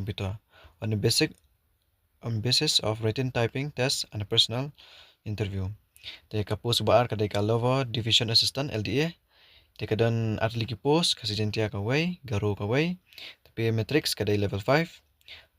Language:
Khasi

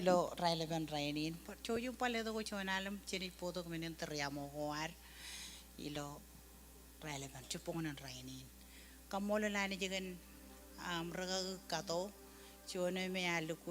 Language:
Marshallese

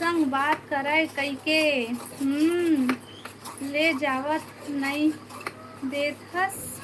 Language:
Chhattisgarhi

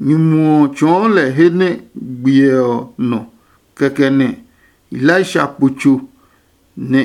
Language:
Adangme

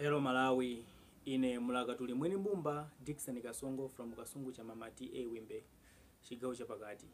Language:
Nyanja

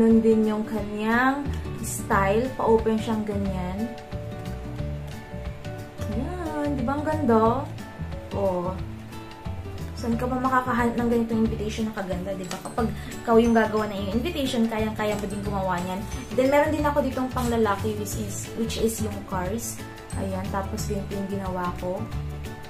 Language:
Filipino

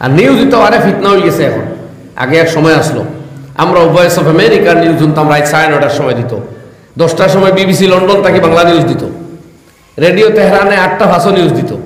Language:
Sylheti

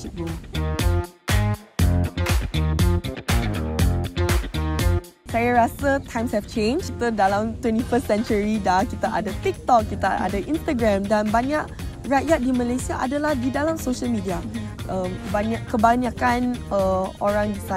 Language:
Malay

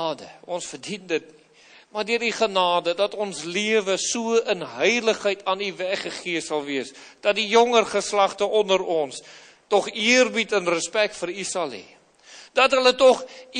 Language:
Afrikaans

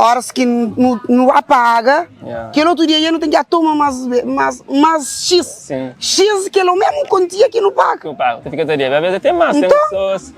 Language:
Kabuverdianu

